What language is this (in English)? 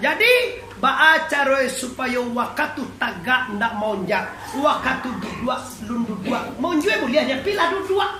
Minangkabau